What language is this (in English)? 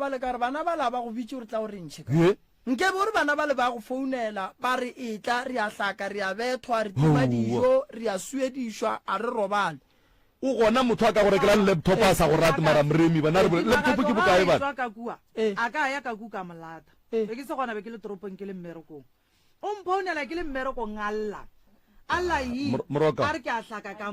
Northern Sotho